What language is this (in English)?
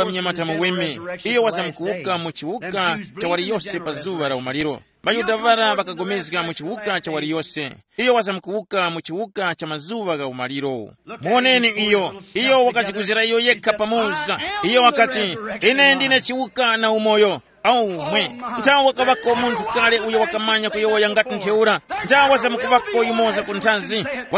Tumbuka